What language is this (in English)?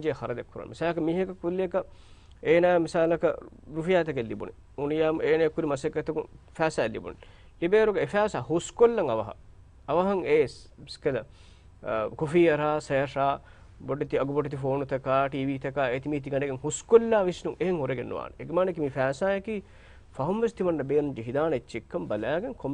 Divehi